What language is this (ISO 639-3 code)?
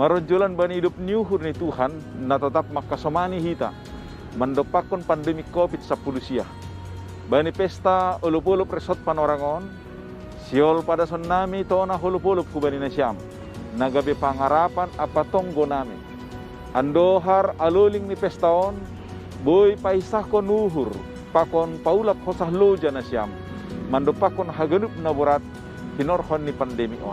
bts